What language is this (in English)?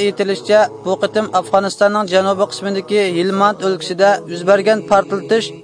Uyghur